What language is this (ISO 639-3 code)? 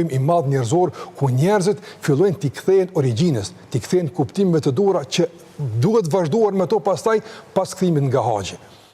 sqi